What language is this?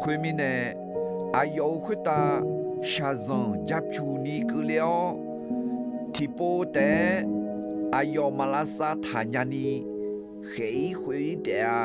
Akha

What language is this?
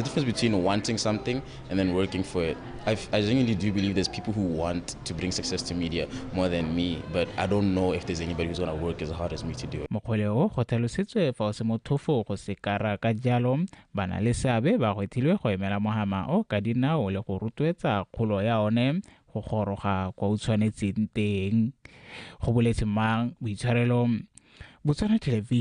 Tswana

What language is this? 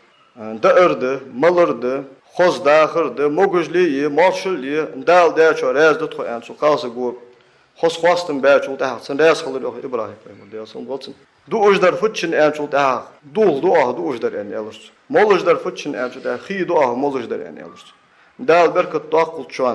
Ingush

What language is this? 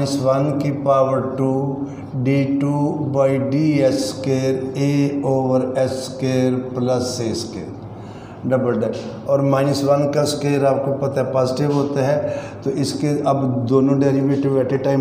Hindi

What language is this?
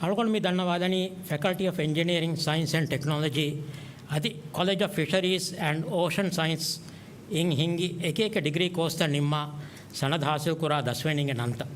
Divehi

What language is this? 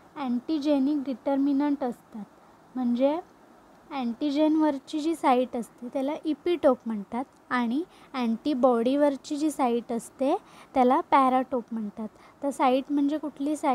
Marathi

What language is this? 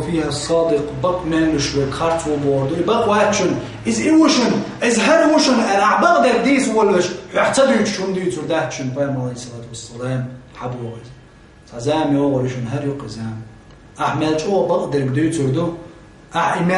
Chechen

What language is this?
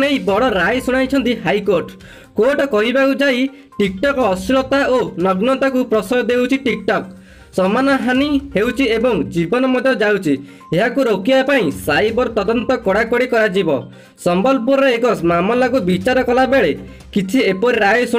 Odia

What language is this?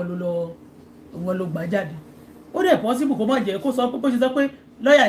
Yoruba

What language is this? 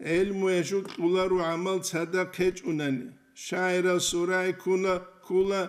Avaric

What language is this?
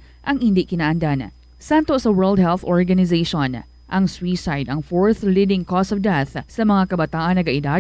Hiligaynon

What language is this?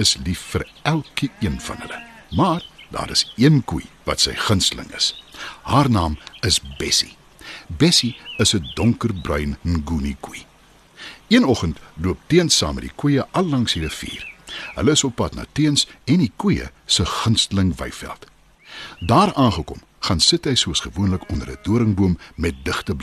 Afrikaans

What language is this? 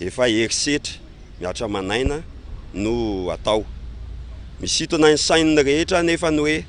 Malagasy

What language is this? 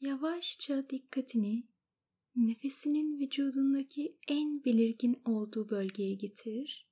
Turkish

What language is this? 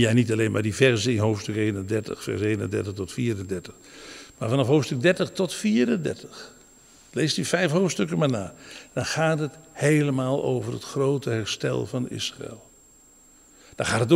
Dutch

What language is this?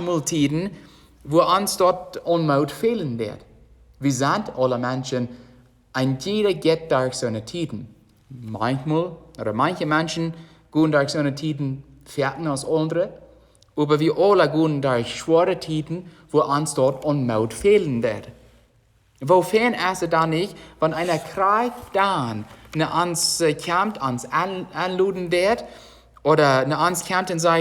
Plautdietsch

